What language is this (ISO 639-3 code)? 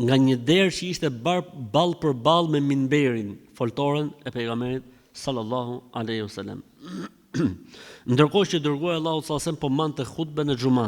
sqi